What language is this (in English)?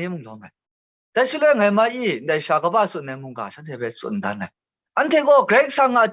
Kachin